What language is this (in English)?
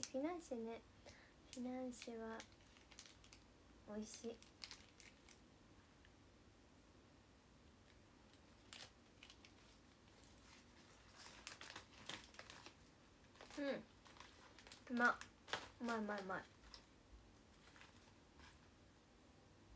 Japanese